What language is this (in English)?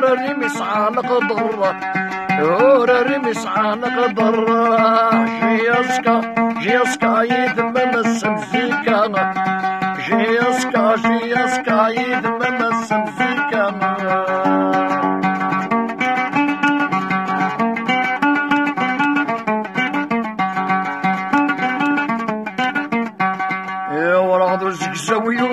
Arabic